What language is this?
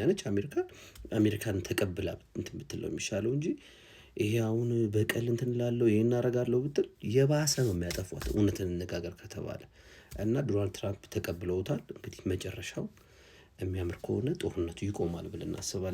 Amharic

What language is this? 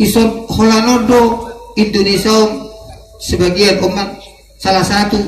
Batak Toba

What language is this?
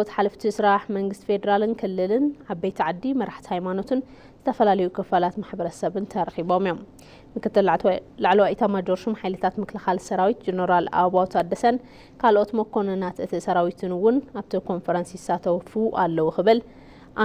Tigrinya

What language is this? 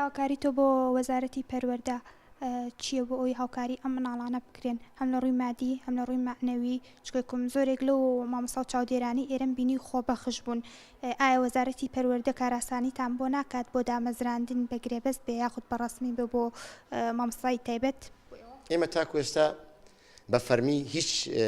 Central Kurdish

